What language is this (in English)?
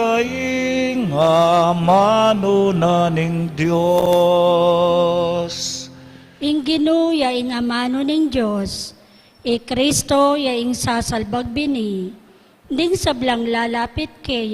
Pampanga